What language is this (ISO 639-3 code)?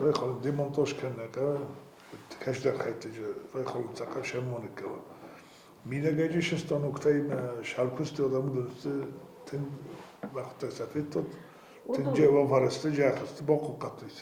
oss